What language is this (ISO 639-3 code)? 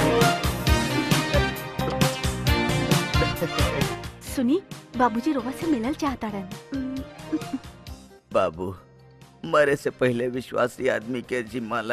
bho